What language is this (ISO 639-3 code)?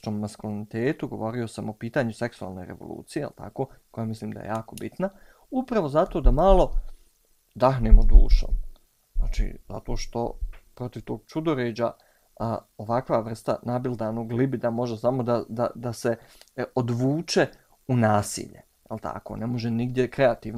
bos